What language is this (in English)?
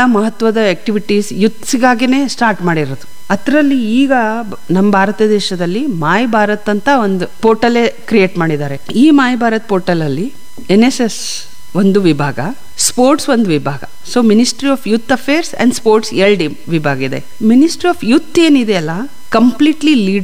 Kannada